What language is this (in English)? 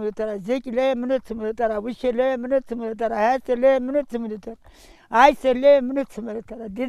Zaza